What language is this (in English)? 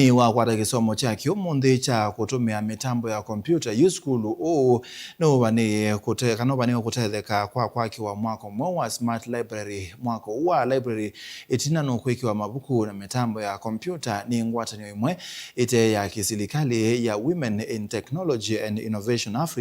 Kamba